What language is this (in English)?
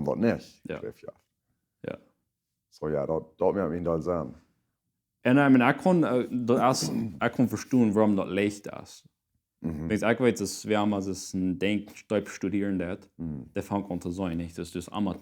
Plautdietsch